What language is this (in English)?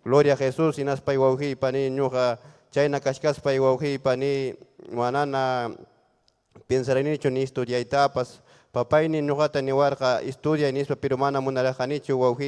Ayacucho Quechua